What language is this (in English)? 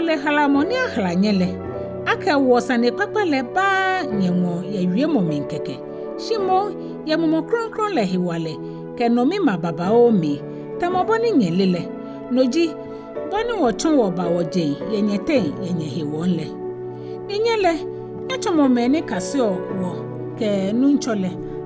Ga